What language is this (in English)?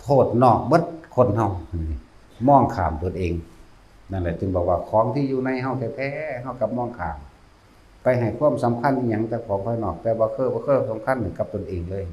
Lao